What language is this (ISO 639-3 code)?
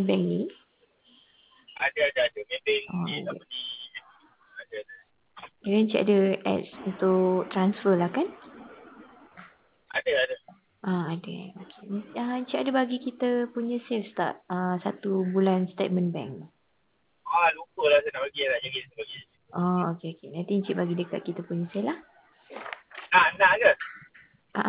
msa